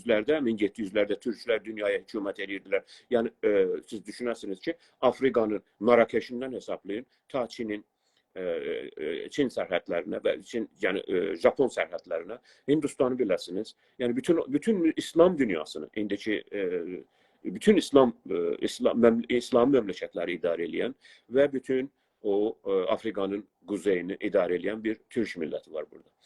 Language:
South Azerbaijani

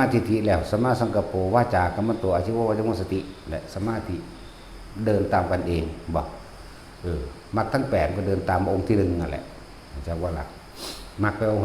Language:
Northeastern Thai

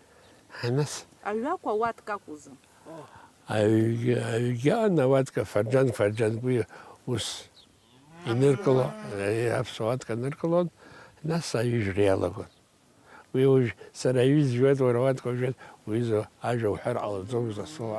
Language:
Abkhazian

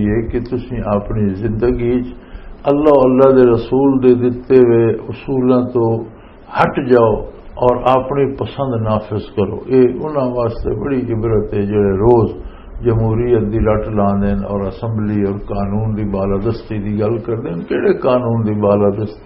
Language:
Western Panjabi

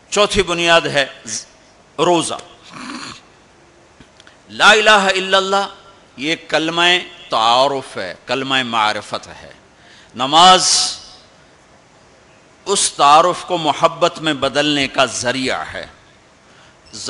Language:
Urdu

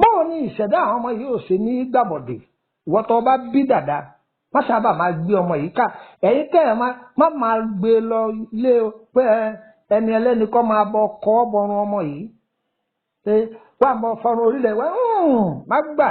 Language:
Yoruba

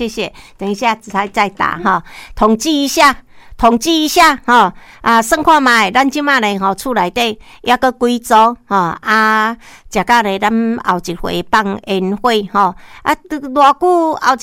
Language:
Min Nan Chinese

